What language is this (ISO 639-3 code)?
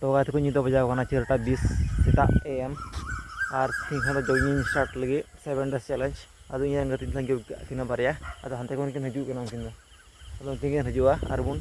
sat